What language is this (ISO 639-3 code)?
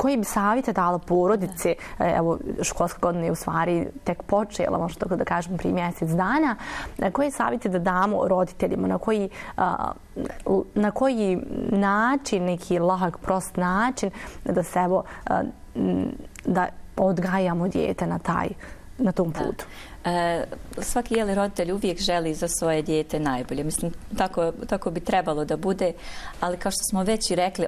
bos